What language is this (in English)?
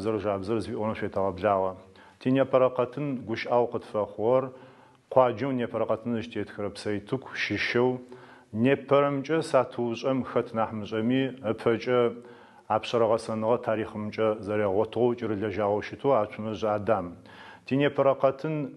Adyghe